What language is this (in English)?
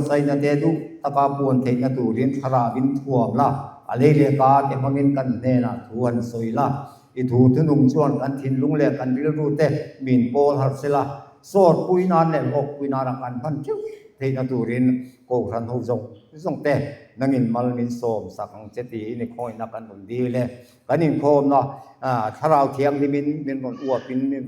Mizo